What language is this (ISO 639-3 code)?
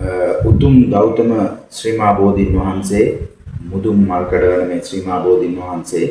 sin